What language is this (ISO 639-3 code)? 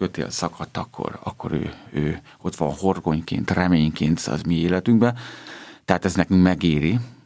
hun